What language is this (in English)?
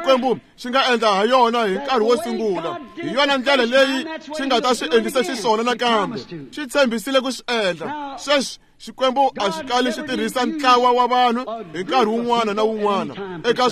Tsonga